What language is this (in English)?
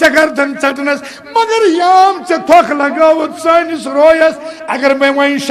Kashmiri